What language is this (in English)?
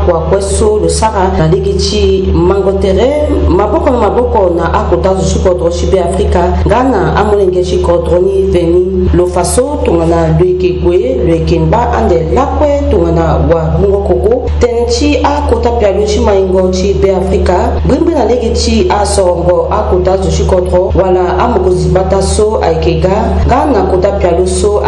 Sango